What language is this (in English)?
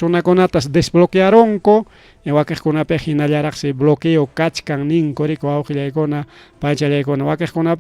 Ayacucho Quechua